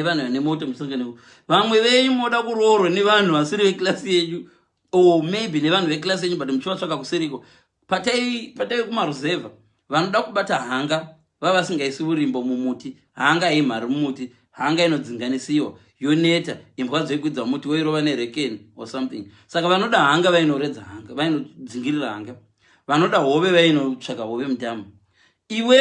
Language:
Shona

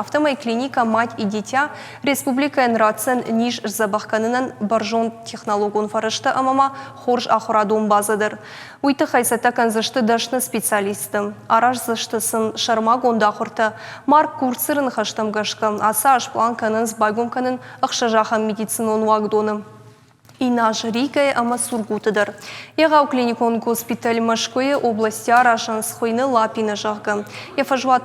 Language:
Ossetic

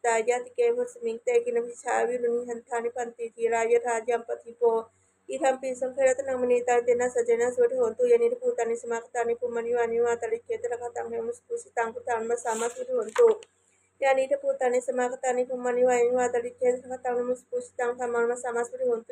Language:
Pali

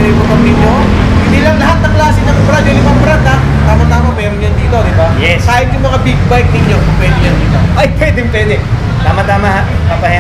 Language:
Filipino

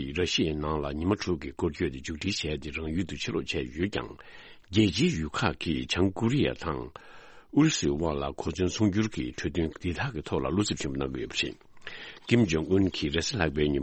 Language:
Tibetan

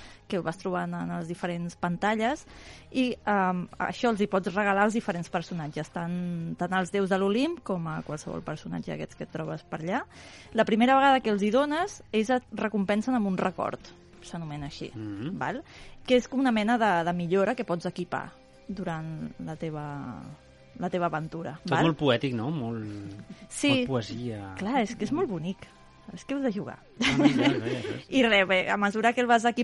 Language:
Catalan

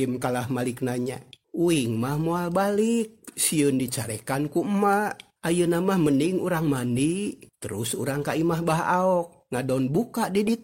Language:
Sundanese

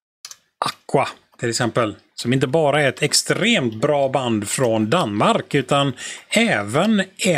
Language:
Swedish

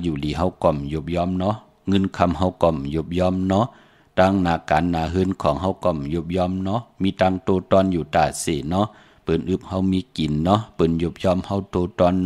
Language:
Shan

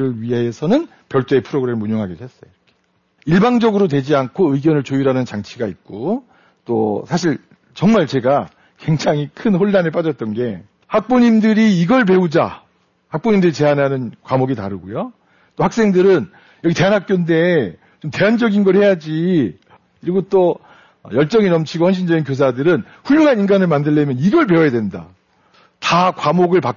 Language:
Korean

